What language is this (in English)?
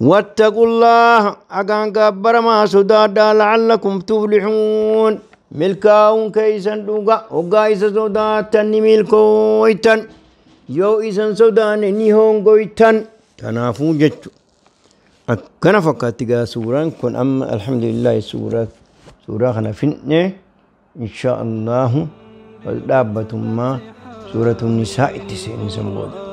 Oromo